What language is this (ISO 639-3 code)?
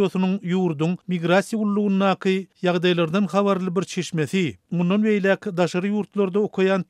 tuk